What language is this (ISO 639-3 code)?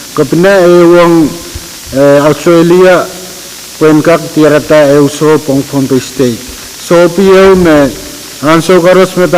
pon